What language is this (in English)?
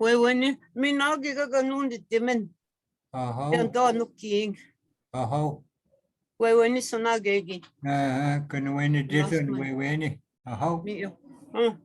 Chippewa